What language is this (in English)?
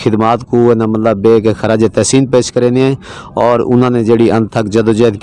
Saraiki